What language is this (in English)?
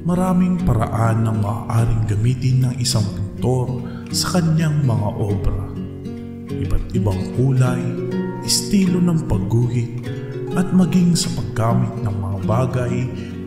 Filipino